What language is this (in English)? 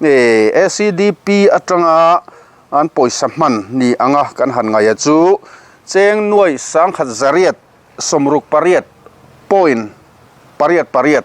Mizo